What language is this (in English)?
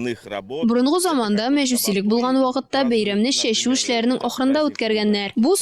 Tatar